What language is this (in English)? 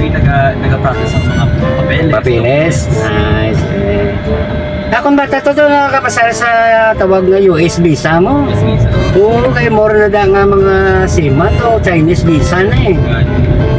Hiligaynon